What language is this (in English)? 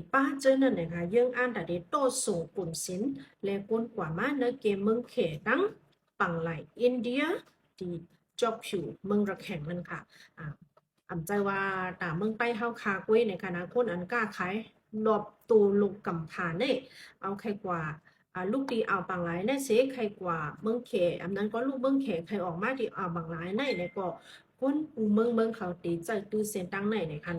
Shan